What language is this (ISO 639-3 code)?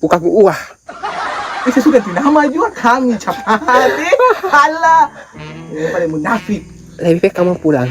abs